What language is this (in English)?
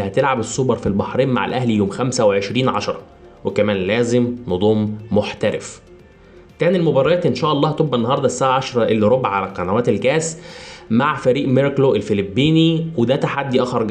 Egyptian Arabic